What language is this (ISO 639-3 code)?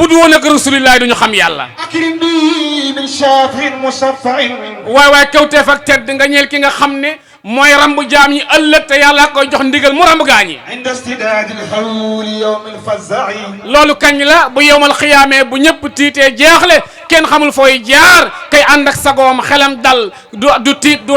wol